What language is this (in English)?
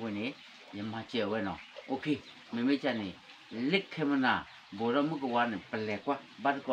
S'gaw Karen